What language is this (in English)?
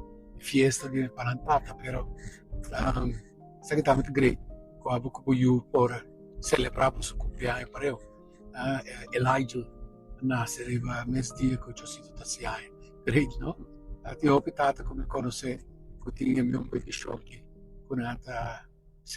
Papiamento